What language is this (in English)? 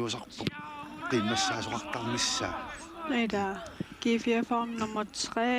Kalaallisut